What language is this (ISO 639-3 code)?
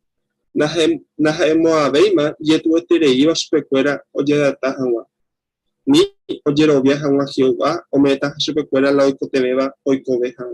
grn